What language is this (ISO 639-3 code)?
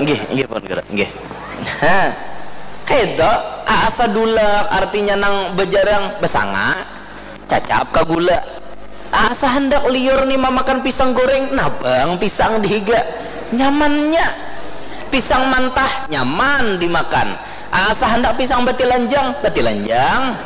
bjn